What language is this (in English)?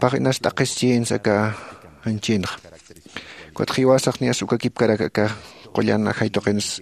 Aymara